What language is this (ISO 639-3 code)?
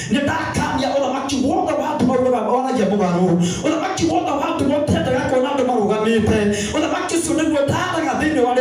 kik